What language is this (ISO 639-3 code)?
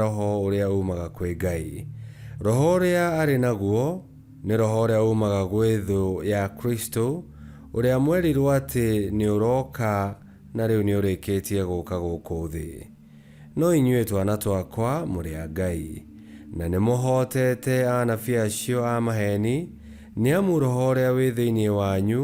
kik